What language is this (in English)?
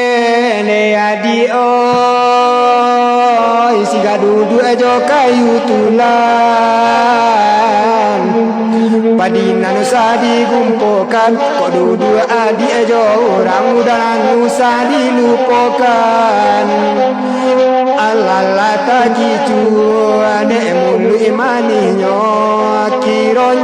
Minangkabau